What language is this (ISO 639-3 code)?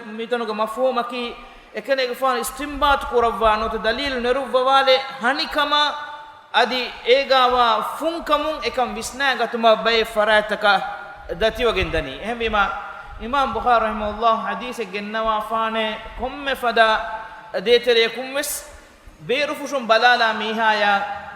div